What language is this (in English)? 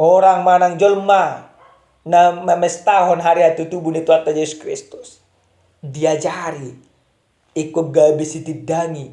Batak Toba